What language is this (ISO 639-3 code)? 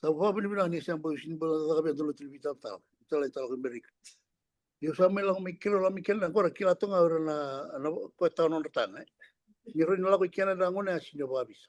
fij